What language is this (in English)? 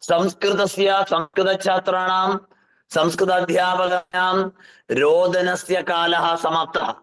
Sanskrit